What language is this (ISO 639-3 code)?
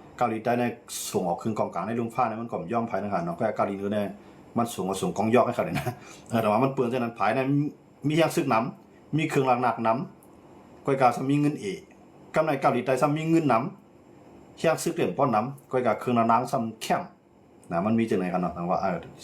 shn